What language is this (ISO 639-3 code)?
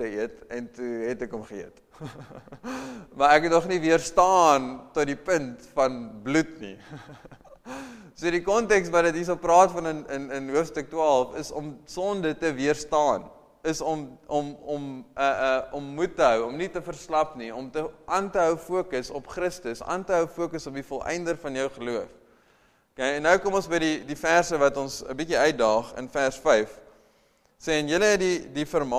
afr